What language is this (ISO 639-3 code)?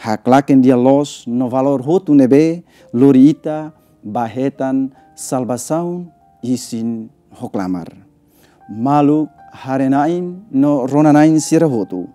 tet